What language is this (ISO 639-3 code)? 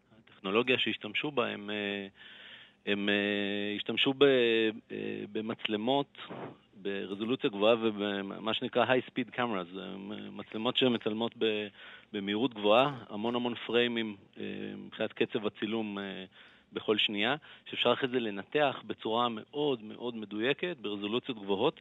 heb